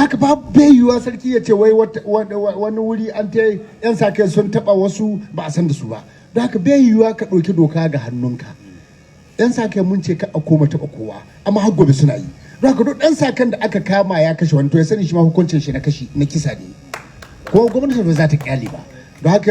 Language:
Hausa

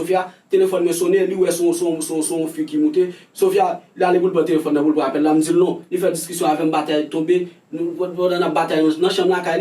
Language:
Haitian Creole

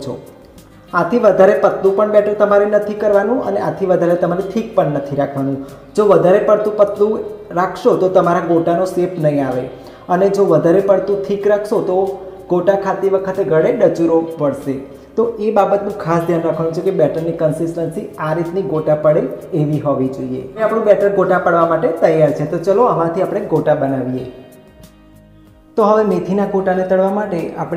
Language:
Gujarati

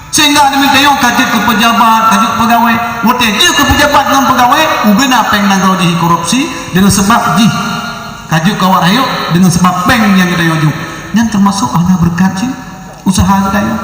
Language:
Achinese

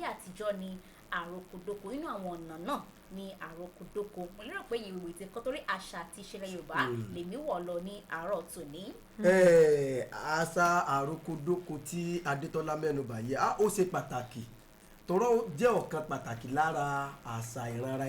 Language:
Yoruba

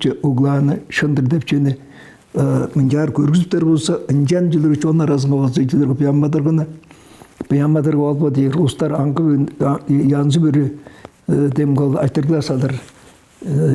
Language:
Tuvinian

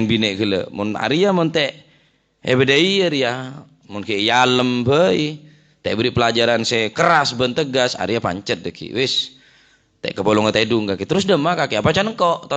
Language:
Madurese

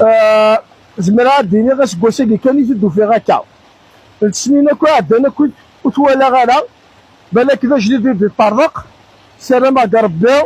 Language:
Kabyle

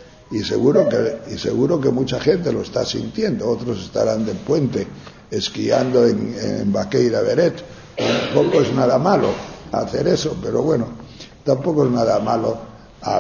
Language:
Spanish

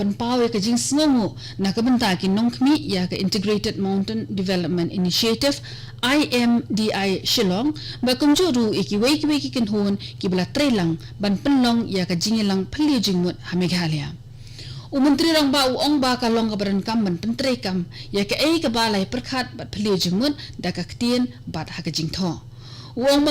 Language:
Khasi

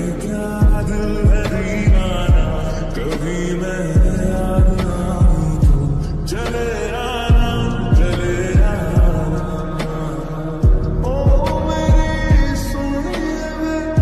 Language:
Hindi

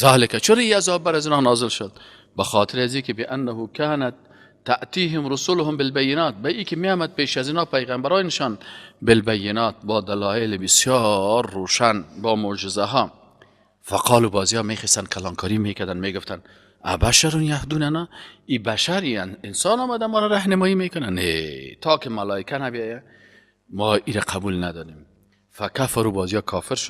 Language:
Persian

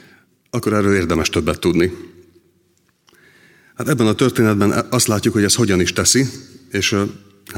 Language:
Hungarian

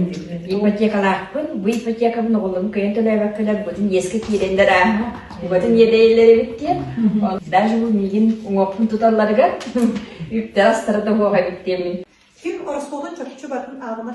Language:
Yakut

